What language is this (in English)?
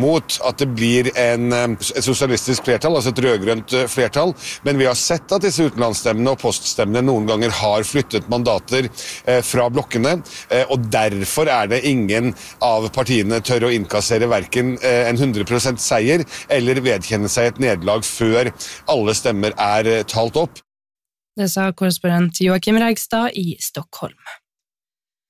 Norwegian